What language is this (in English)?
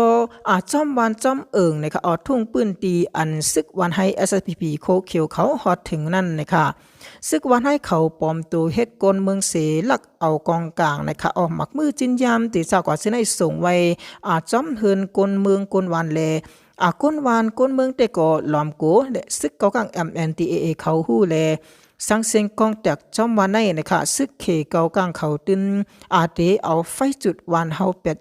Shan